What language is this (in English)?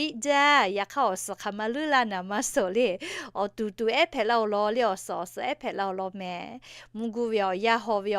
Lahu